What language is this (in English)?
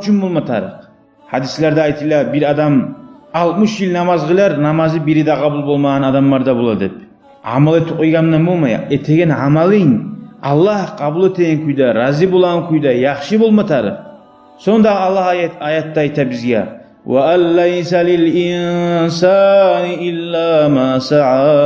Kumyk